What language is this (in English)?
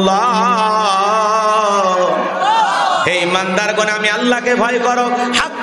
Bangla